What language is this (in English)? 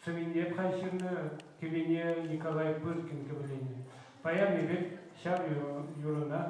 Chuvash